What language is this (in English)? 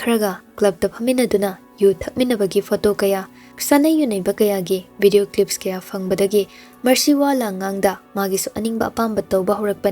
Manipuri